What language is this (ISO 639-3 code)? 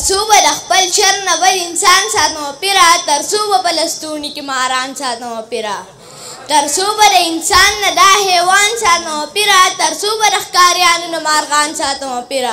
pus